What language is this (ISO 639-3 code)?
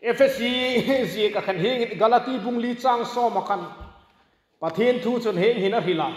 hmr